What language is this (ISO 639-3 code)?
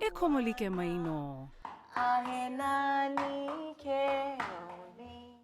haw